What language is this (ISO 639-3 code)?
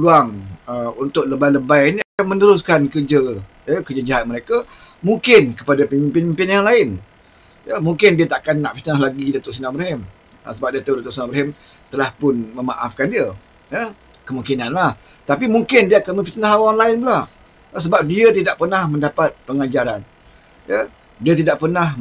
msa